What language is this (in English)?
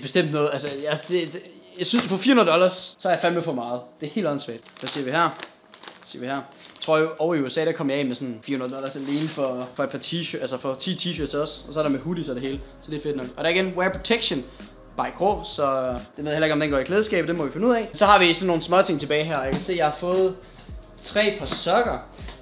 Danish